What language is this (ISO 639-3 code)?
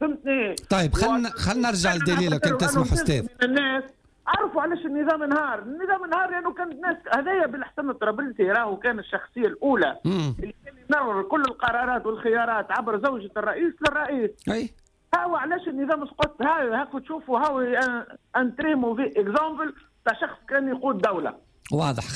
aeb